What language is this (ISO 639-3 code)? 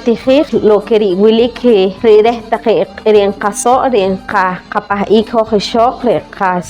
poh